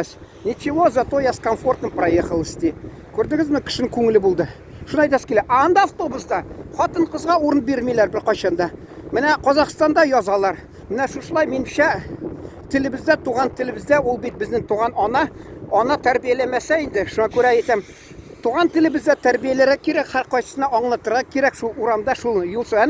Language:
Tatar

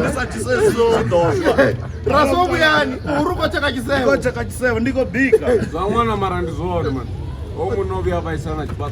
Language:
Venda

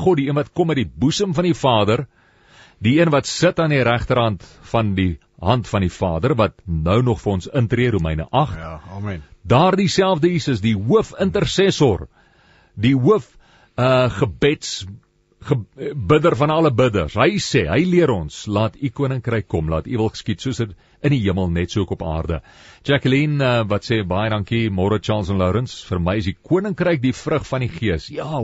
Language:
Afrikaans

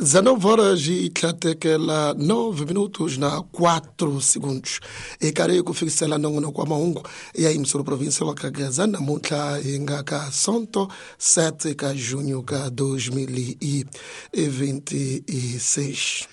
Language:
Tsonga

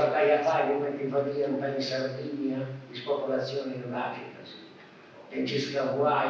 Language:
Sardinian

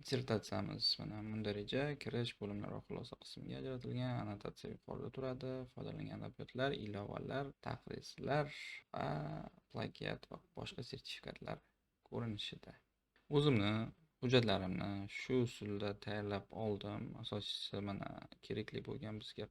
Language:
Uzbek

